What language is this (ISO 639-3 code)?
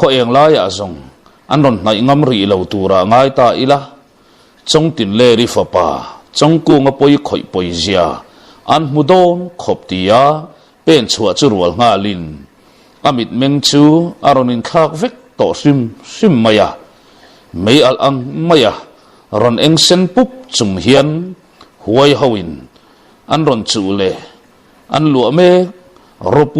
lus